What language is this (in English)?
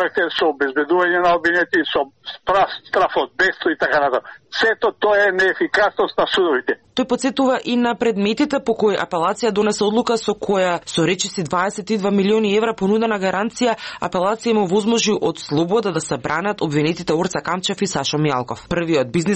Macedonian